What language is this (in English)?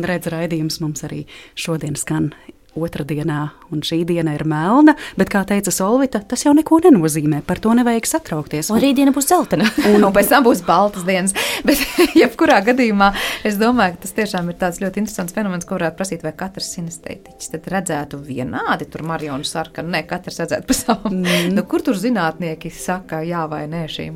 Latvian